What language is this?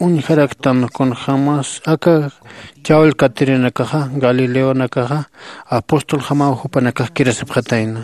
Aymara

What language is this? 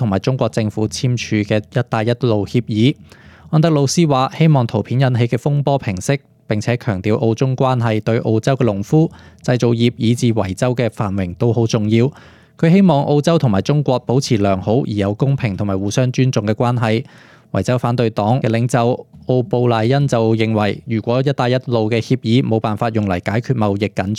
Cantonese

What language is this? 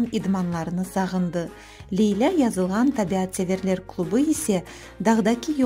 Crimean Tatar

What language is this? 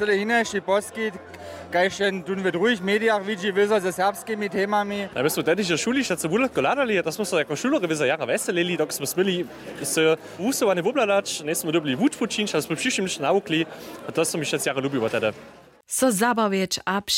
Upper Sorbian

